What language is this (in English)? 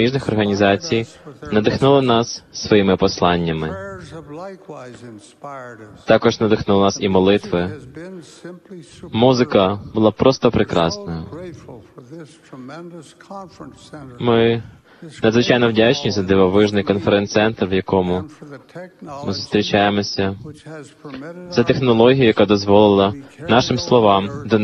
Ukrainian